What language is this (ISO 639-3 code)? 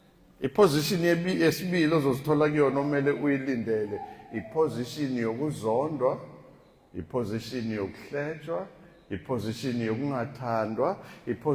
zul